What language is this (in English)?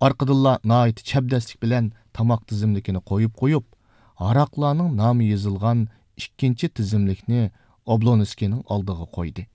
Uyghur